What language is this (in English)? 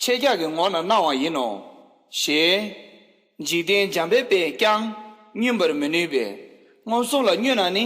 Tibetan